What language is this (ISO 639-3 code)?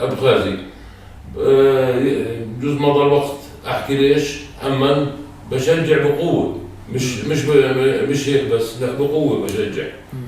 apc